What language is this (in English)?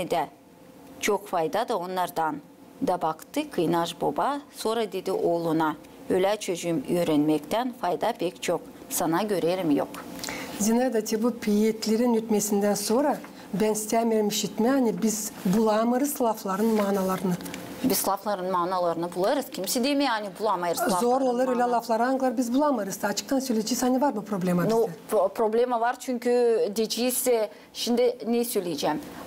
Gagauz